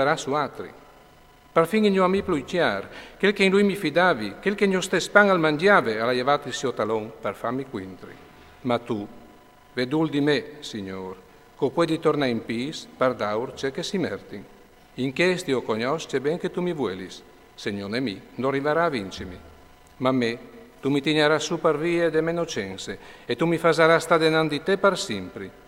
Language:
Friulian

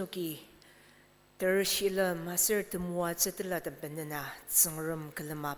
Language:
Ao Naga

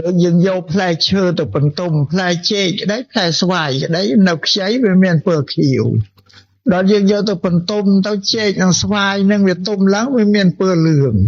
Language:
Khmer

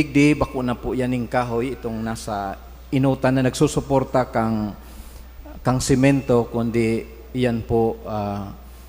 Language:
Bikol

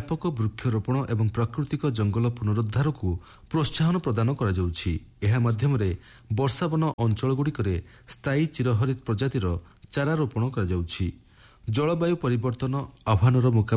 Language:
Odia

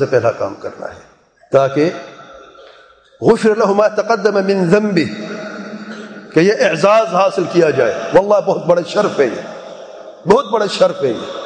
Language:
Urdu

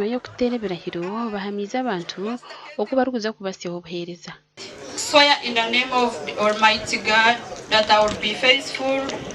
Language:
Nyankole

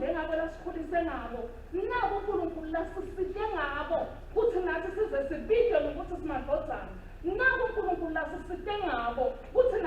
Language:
Swati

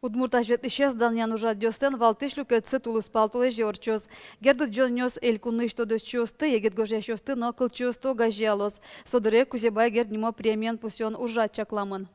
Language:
Udmurt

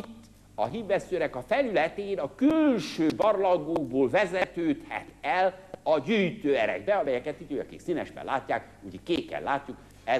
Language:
Hungarian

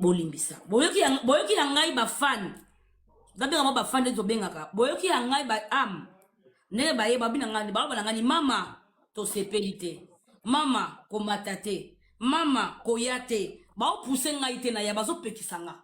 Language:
Lingala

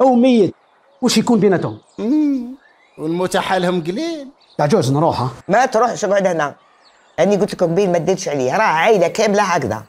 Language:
Algerian Arabic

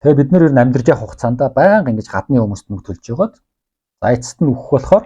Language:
Mongolian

